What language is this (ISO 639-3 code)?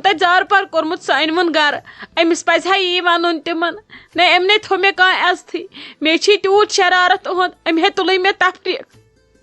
kas